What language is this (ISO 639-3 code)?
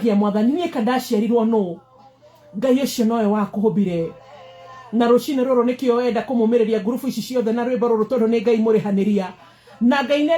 kik